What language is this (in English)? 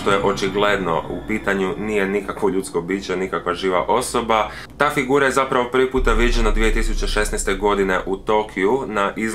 Croatian